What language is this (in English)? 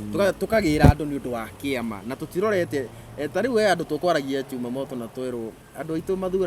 Kikuyu